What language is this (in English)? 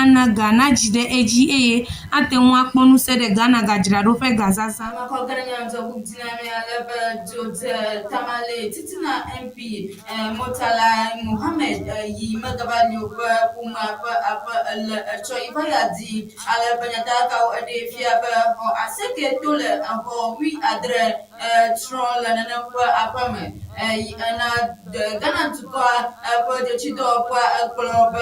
Ewe